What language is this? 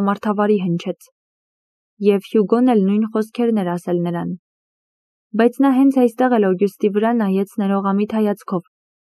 Armenian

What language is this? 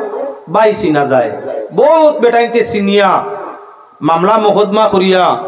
Sylheti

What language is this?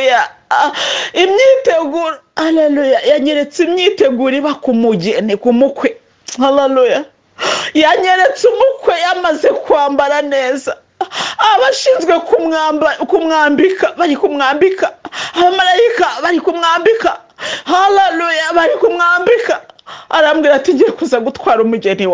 Kinyarwanda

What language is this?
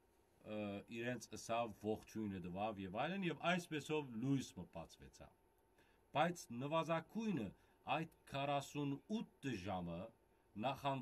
Western Armenian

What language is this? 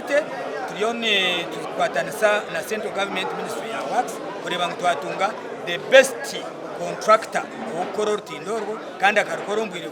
Nyankole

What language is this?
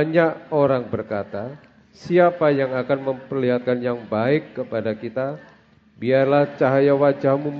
Indonesian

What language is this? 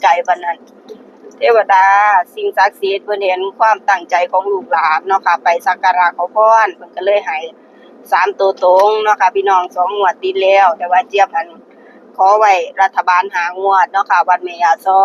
Northeastern Thai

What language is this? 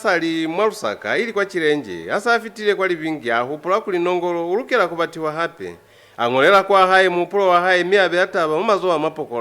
Lozi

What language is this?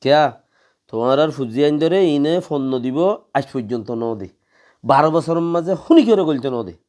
Rohingya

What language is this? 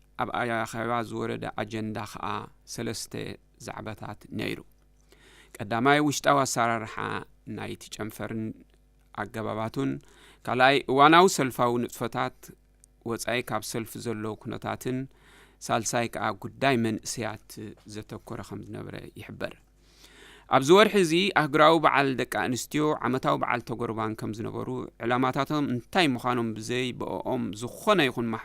Tigrinya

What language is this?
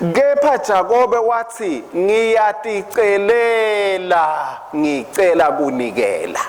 Swati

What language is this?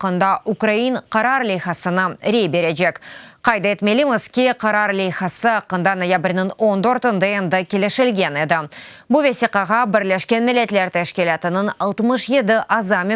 Crimean Tatar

